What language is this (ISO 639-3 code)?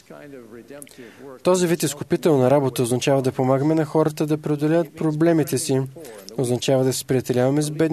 bul